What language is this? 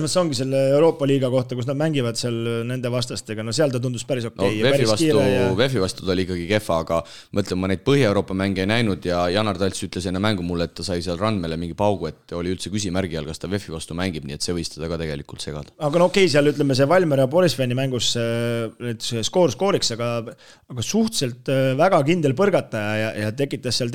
Estonian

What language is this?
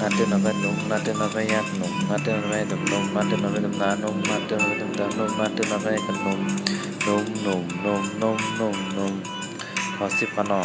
Shan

